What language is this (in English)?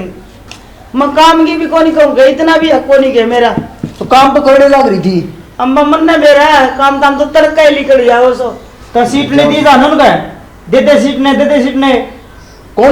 Haryanvi